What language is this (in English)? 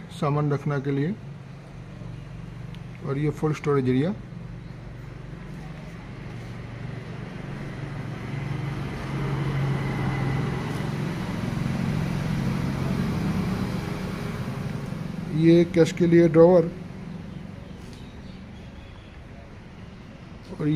Hindi